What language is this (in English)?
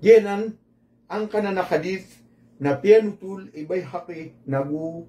Maranao